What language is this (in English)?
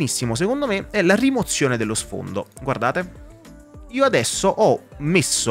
Italian